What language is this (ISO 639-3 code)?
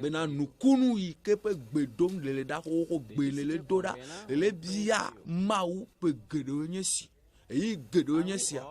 ewe